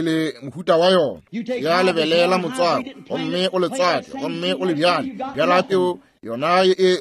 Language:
Northern Sotho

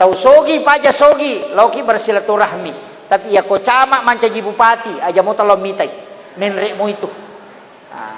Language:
Buginese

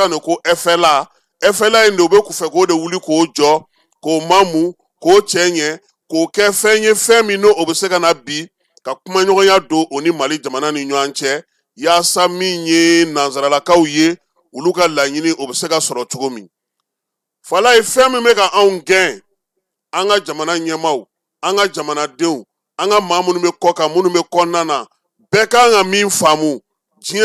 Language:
Bambara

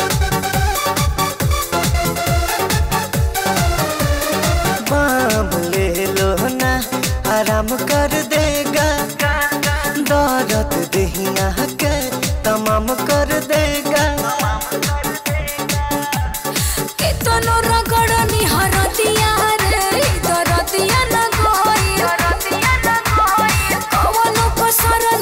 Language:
Bhojpuri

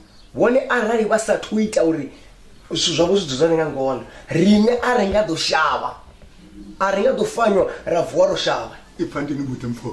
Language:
Venda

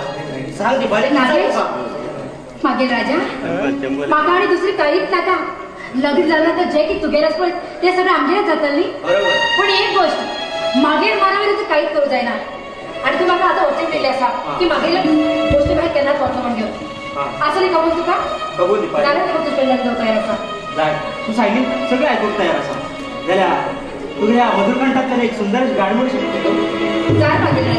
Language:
Konkani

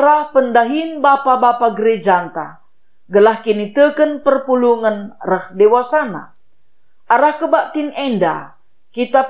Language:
Batak Karo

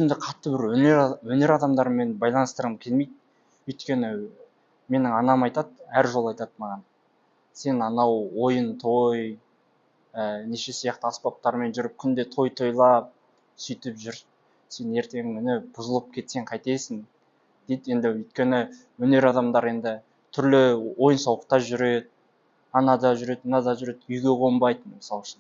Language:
Kazakh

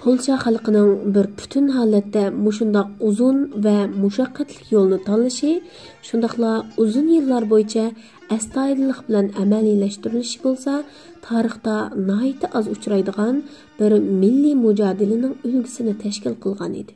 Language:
Uyghur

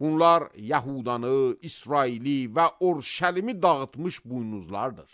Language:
Azerbaijani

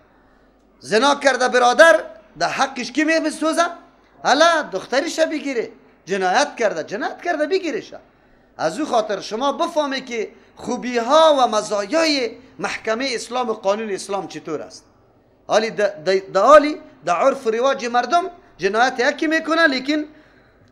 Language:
Persian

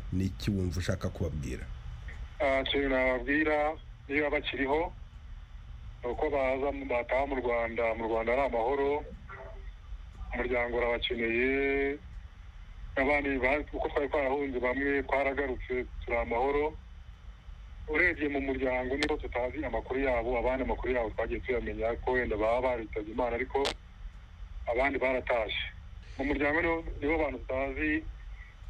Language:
Kinyarwanda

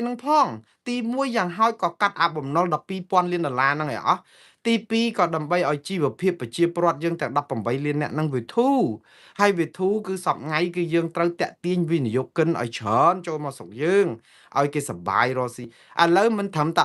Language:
Khmer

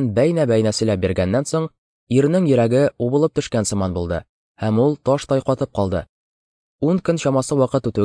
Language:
Tatar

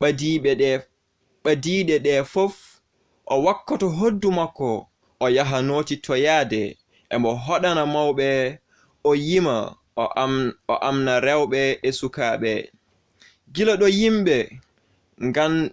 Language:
Fula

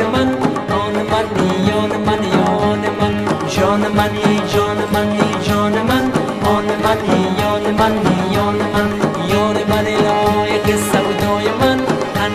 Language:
Persian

